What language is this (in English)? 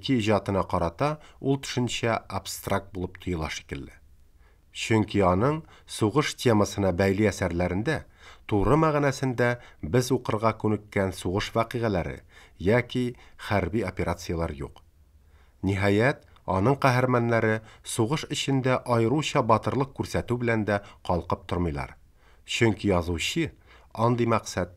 Tatar